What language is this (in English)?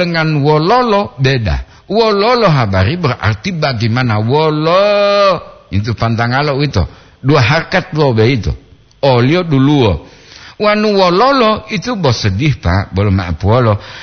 Gorontalo